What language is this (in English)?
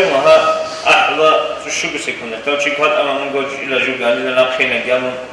Avaric